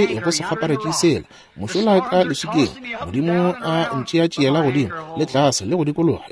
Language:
Northern Sotho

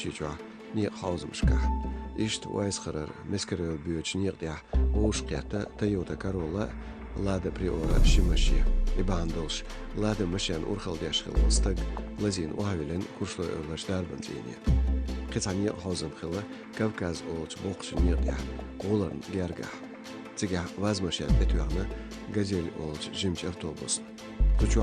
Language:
Chechen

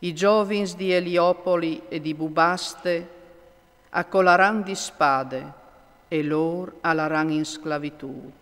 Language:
Friulian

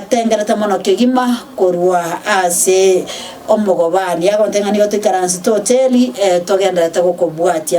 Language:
Gusii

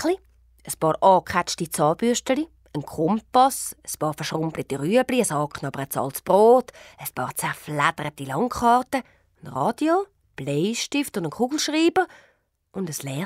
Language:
Swiss German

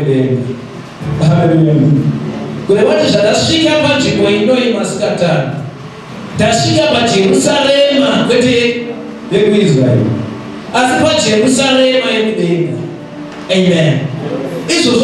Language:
Shona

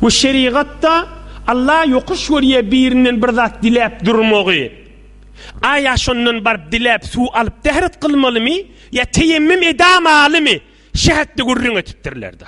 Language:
Turkmen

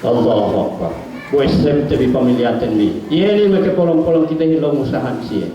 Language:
Yakan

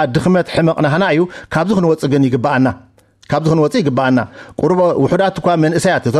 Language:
Tigrinya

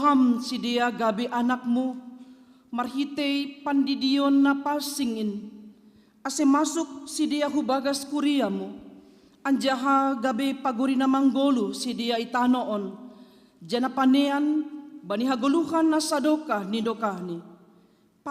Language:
Batak Simalungun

